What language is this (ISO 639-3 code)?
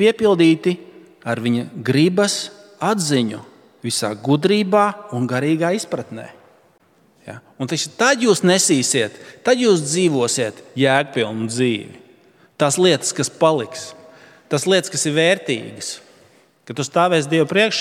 lav